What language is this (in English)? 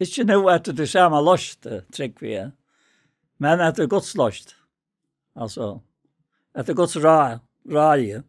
Faroese